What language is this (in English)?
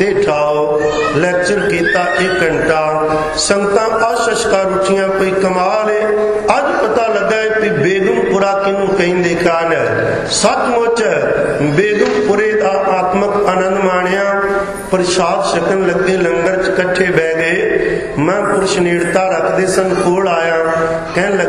Punjabi